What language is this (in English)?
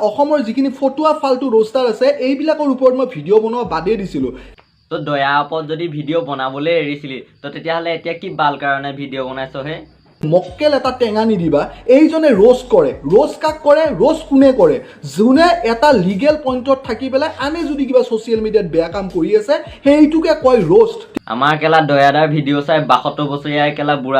Assamese